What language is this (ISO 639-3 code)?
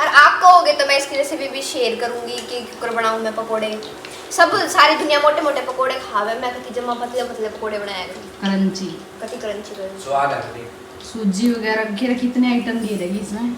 bgc